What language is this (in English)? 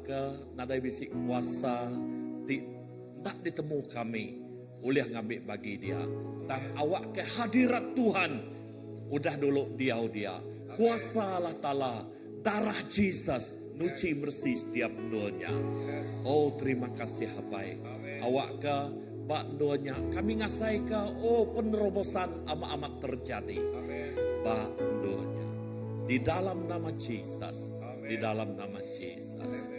Iban